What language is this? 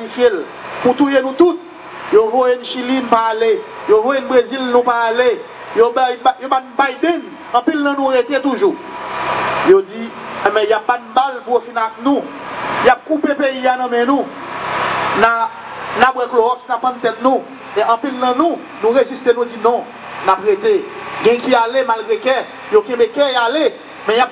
Haitian Creole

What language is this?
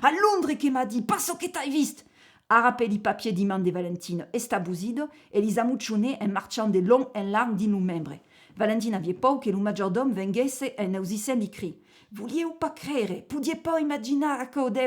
Occitan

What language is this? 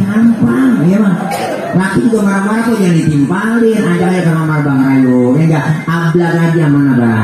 Betawi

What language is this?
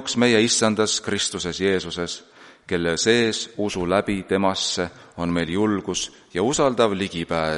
Estonian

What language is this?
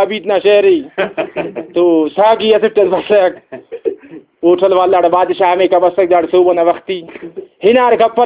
Brahui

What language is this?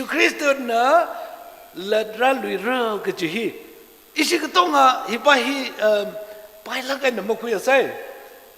Tangkhul Naga (India)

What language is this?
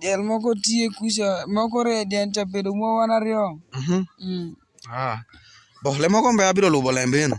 Alur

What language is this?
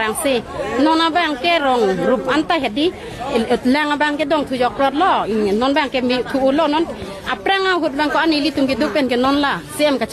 Karbi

